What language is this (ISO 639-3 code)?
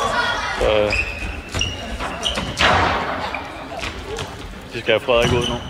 dan